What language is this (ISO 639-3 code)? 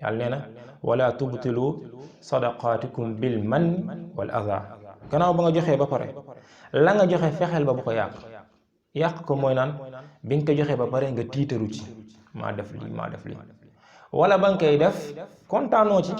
wol